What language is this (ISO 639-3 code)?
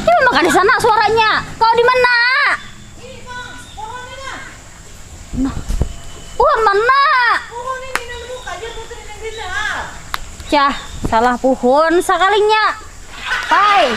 bjn